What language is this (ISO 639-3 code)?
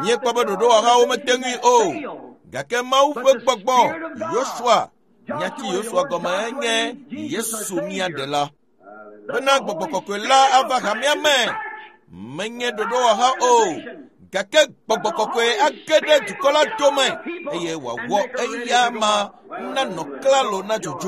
ewe